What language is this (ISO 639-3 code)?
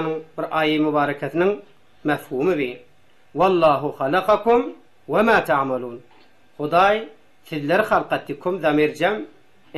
tuk